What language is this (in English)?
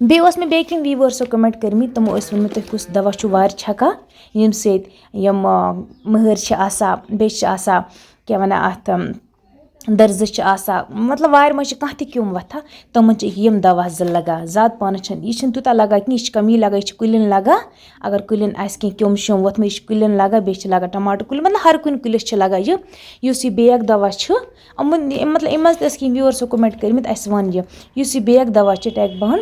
Kashmiri